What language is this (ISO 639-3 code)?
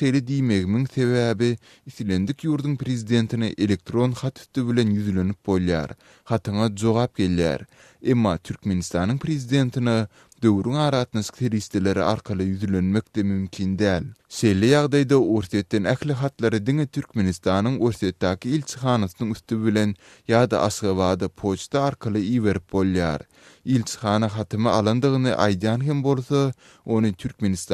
tuk